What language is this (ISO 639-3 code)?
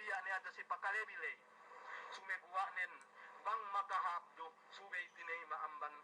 yka